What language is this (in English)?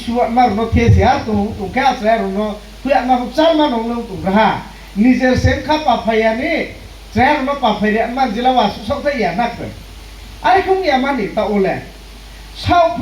Riang (India)